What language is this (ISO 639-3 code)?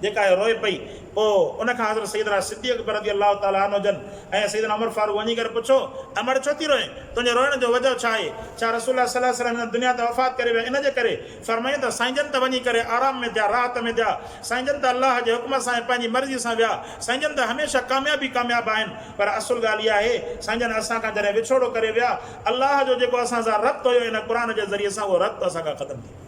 snd